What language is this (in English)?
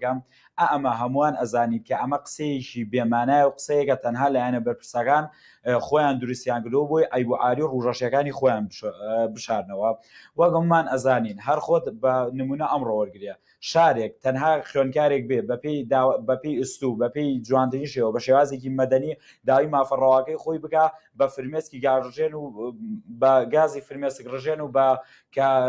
Central Kurdish